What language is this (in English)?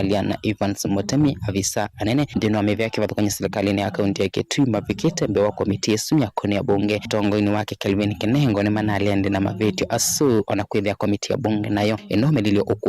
Kamba